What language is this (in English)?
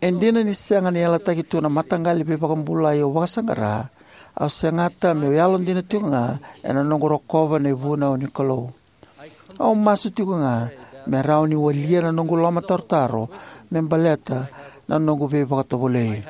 Fijian